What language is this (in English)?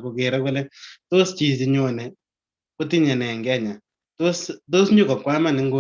Kalenjin